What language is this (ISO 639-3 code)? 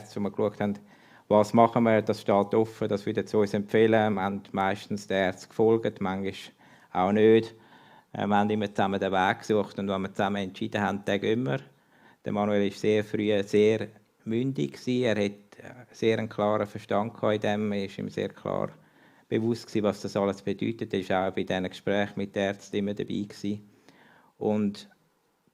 gsw